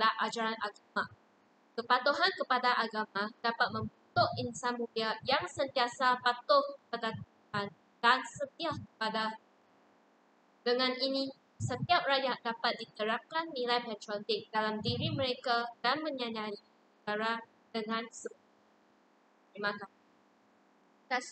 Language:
Malay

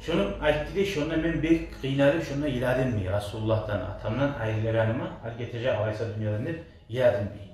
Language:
Kumyk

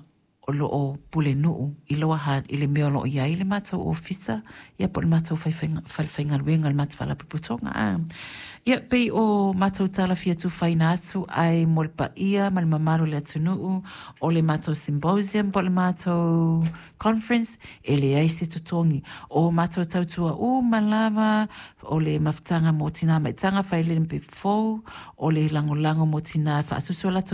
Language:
Samoan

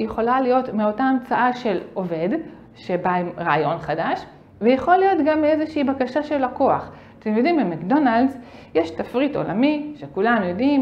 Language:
Hebrew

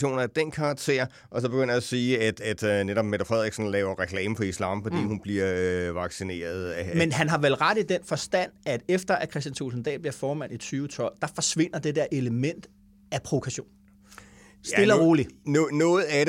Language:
Danish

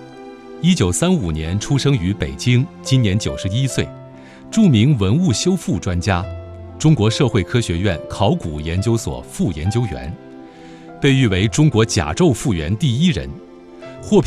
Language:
Chinese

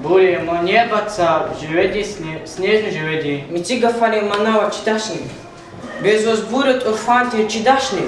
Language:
Lezghian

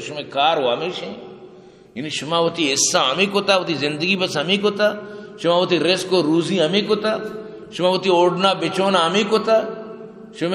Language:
Eastern Balochi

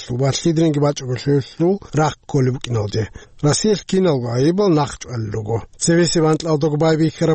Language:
Avaric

